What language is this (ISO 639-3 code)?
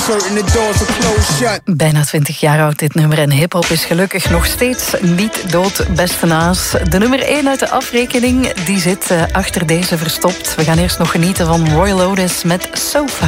nld